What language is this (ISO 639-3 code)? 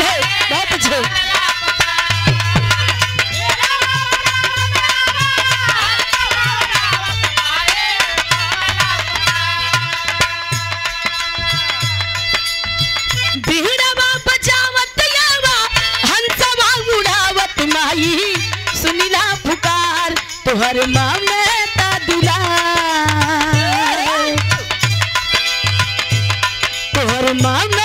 bho